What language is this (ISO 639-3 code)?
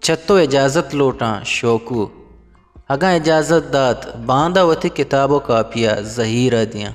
bgp